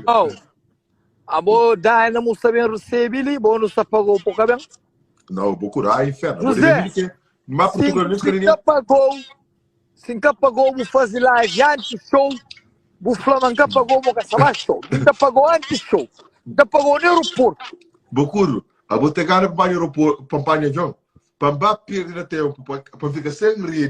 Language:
Kabuverdianu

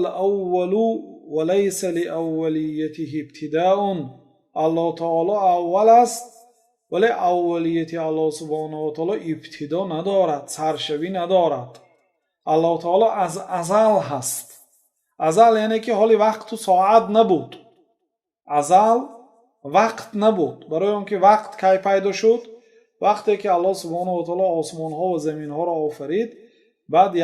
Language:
Tajik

